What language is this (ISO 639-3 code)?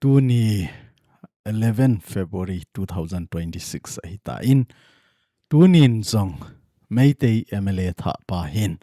tcz